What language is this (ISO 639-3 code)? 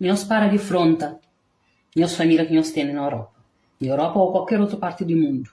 kea